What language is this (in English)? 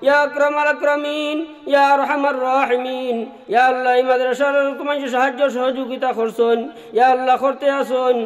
Sylheti